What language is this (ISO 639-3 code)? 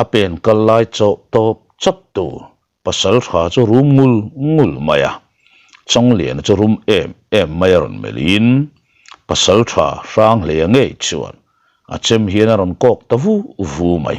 lus